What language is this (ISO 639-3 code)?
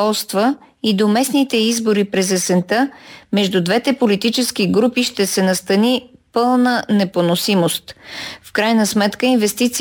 bul